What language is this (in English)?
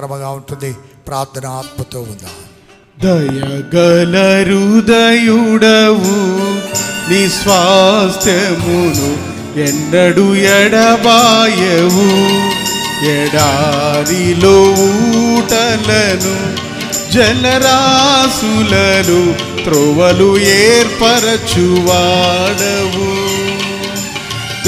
Telugu